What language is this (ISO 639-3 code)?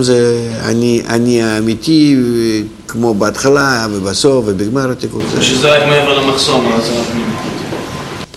heb